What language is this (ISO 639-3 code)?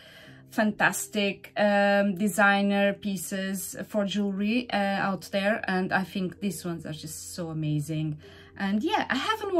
eng